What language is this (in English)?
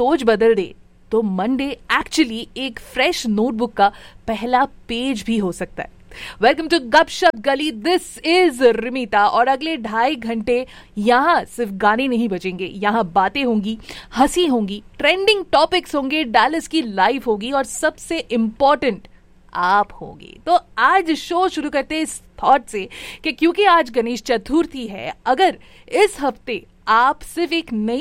Hindi